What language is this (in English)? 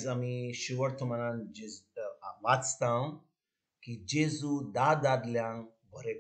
Konkani